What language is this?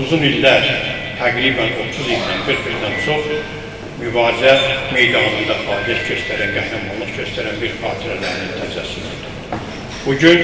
Azerbaijani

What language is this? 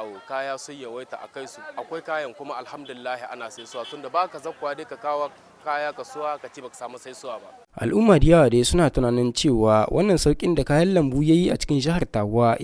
Hausa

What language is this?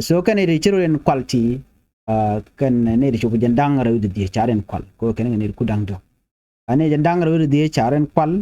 Nuer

